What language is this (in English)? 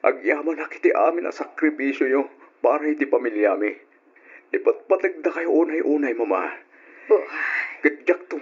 Iloko